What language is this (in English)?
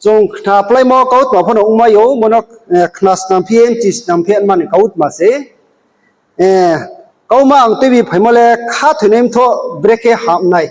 Riang (India)